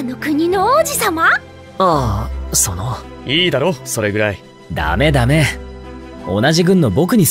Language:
Japanese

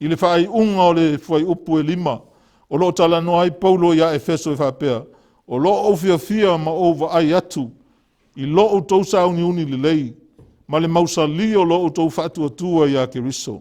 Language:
Samoan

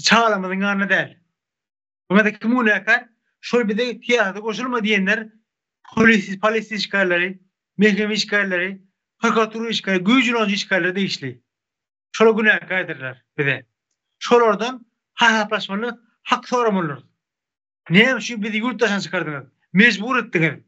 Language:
Turkmen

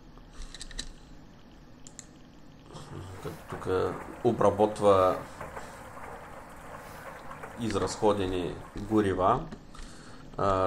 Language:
Bulgarian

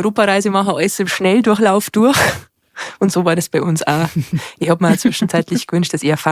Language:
Bavarian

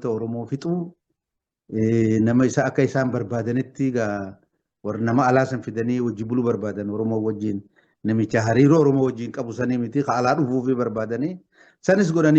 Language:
Oromo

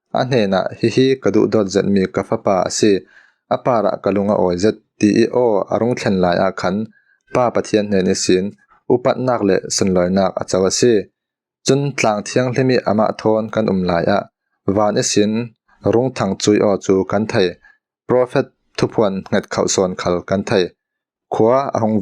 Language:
Falam Chin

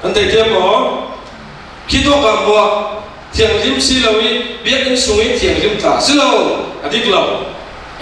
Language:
Falam Chin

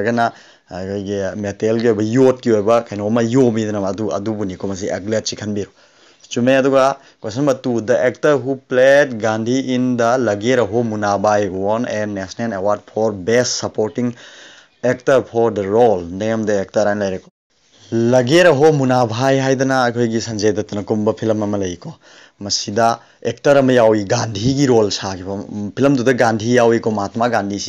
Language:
Manipuri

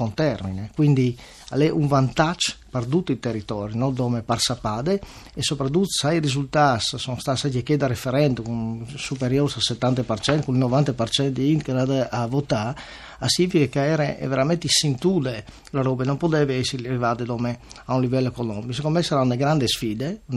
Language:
Friulian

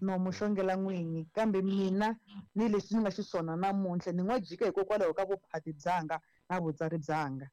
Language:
Tsonga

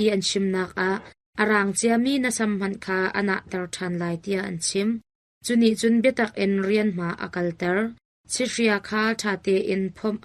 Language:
Hakha Chin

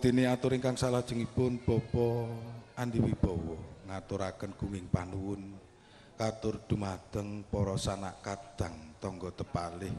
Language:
Javanese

